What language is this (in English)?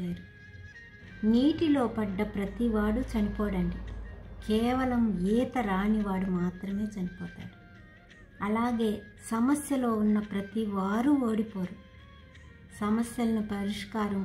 Telugu